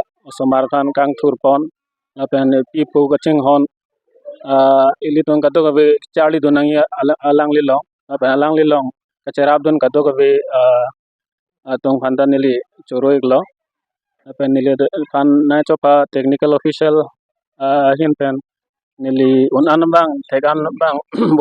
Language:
Karbi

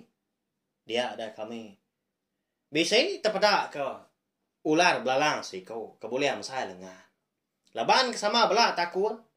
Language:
Iban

